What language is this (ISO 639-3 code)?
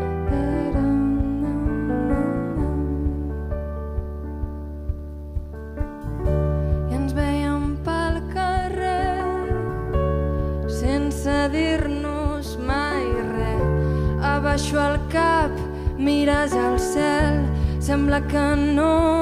cat